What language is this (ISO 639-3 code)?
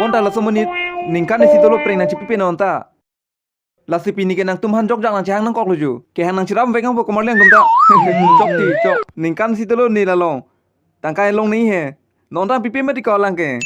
mjw